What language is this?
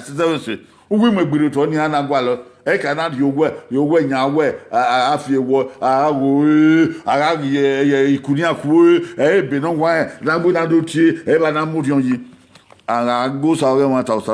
Bini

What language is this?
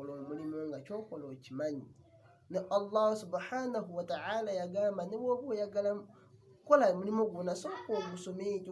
Ganda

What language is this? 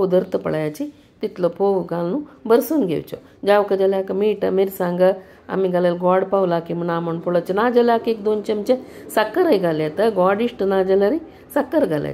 Konkani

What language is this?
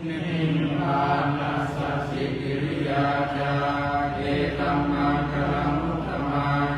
Pali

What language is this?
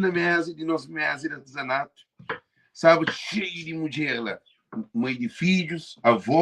Kabuverdianu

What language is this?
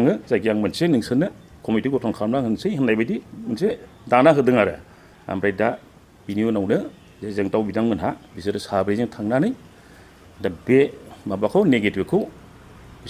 Bodo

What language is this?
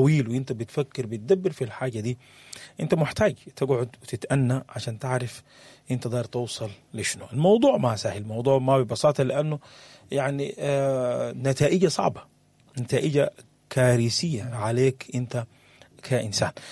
Sudanese Arabic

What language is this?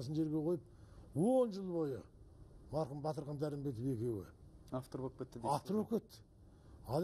Kazakh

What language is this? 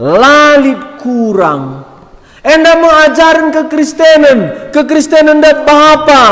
Batak Karo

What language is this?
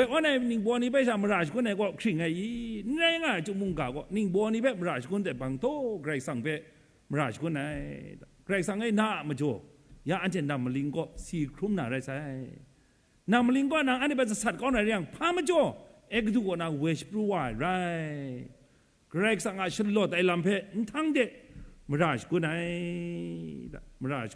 Kachin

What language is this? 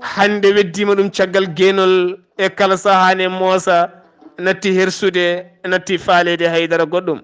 Fula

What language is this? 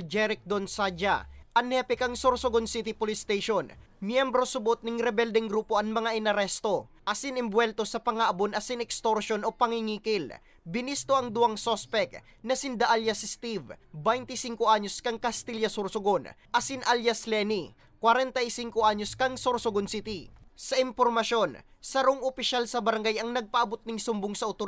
Bikol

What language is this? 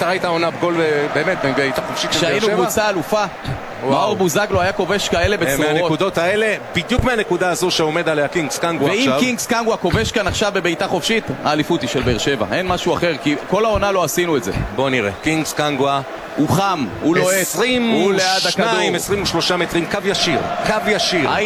Hebrew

